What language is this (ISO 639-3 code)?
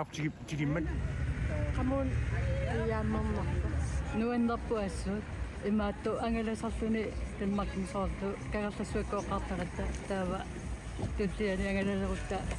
kal